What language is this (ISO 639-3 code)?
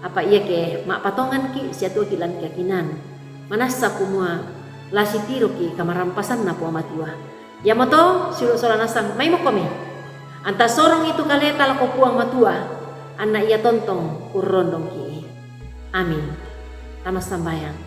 sda